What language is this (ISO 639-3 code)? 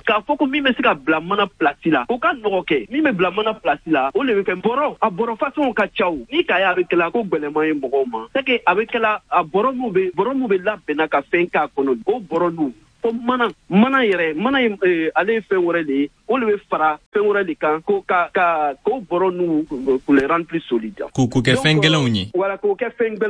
bam